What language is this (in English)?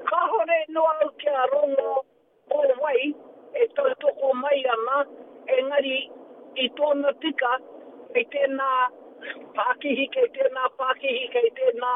Māori